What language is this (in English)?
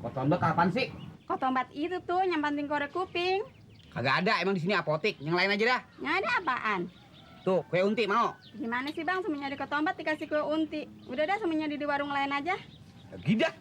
Betawi